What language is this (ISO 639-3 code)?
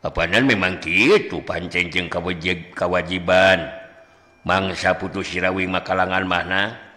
sun